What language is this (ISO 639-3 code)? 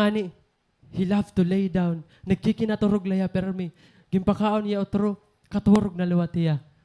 war